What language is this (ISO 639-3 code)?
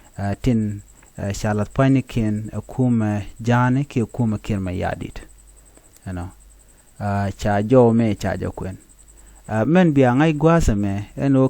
nus